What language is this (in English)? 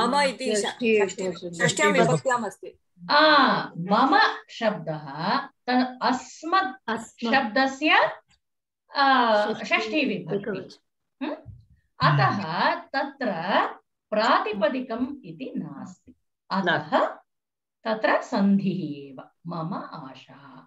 Sanskrit